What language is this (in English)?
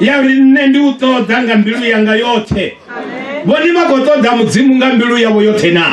Venda